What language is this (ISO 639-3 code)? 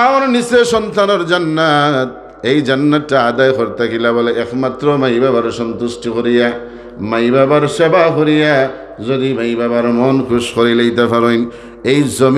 syl